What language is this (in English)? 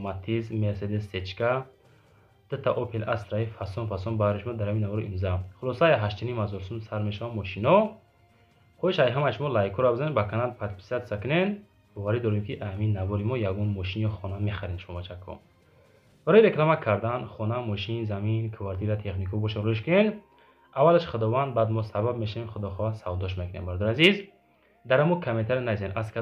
Tajik